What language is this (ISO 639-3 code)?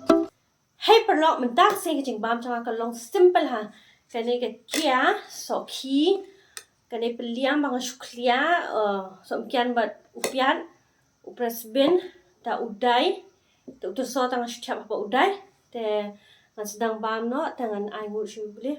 kha